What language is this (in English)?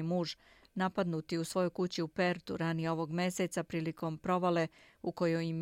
Serbian